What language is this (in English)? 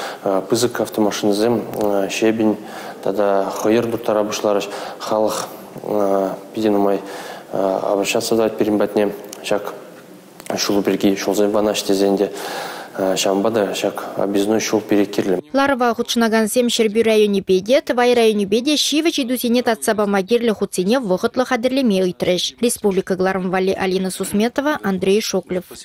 Chuvash